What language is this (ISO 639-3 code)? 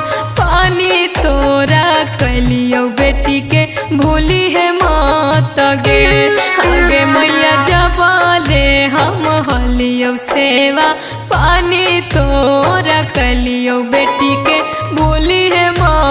mag